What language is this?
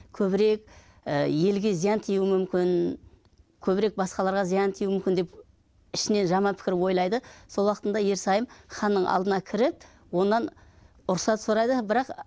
Kara-Kalpak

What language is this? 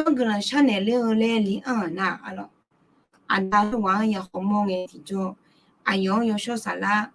Akha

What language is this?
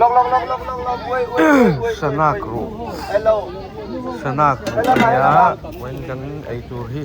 Mizo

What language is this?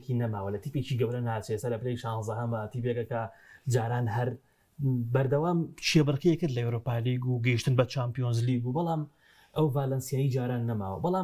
Central Kurdish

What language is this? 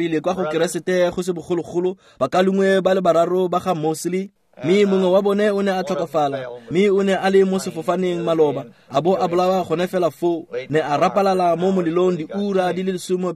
Tswana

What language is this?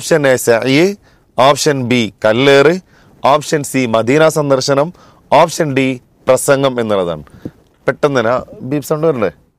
Malayalam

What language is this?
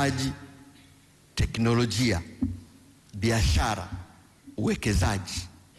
Swahili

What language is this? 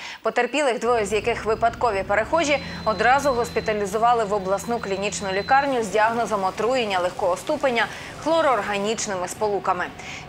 Ukrainian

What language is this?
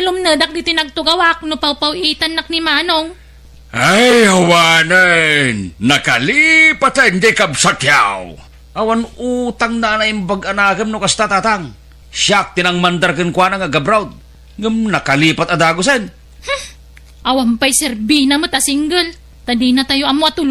Iloko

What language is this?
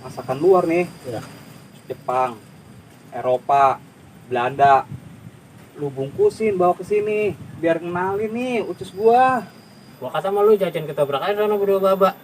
Betawi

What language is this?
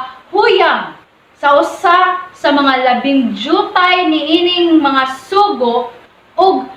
Cebuano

